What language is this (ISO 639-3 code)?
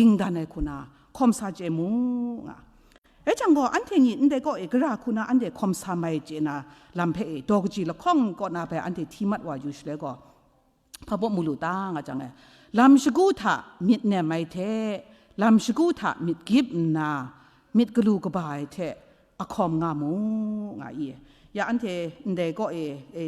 kac